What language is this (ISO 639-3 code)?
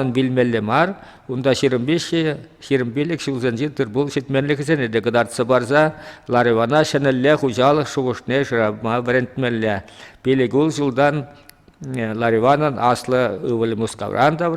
chv